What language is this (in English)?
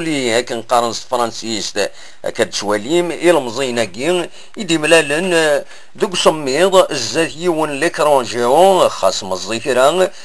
Kabyle